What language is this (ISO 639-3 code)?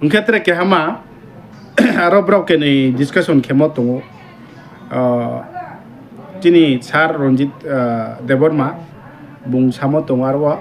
ria